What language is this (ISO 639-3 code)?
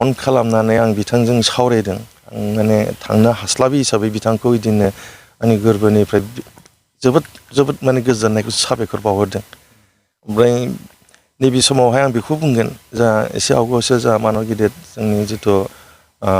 brx